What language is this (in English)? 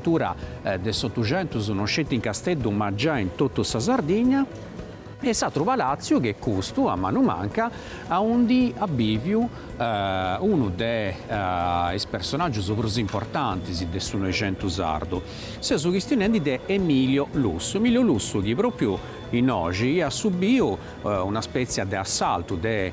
Sardinian